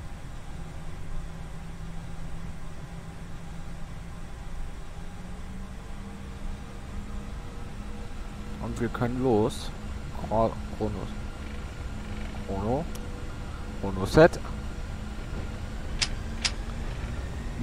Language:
German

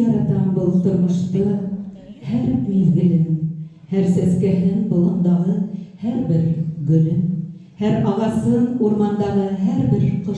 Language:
Bashkir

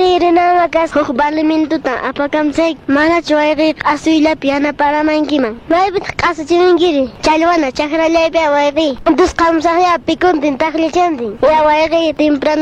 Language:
Quechua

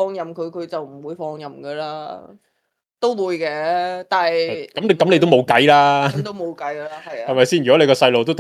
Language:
Cantonese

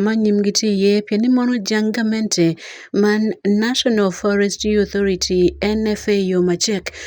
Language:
Acoli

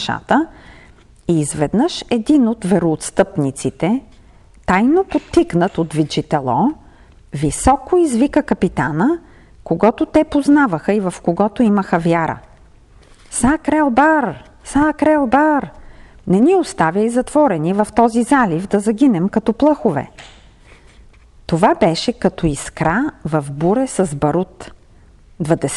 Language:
Bulgarian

